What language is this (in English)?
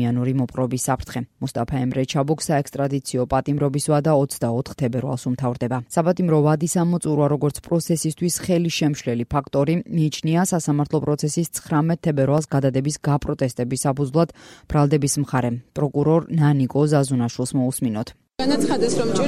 Georgian